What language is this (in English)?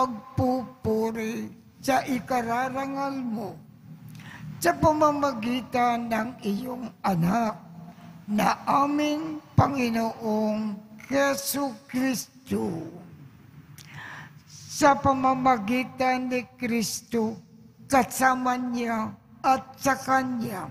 Filipino